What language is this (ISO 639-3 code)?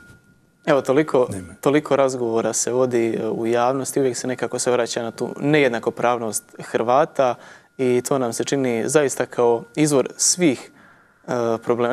bos